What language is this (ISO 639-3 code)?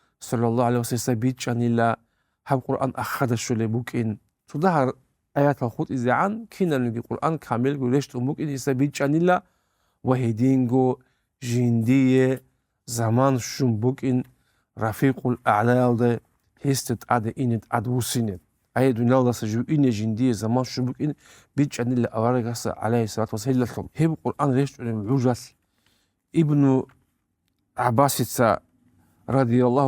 ava